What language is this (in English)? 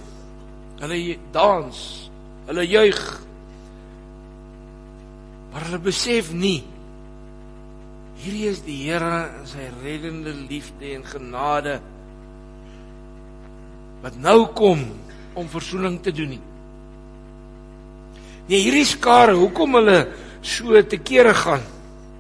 Afrikaans